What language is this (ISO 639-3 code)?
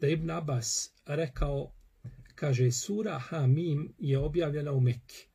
bos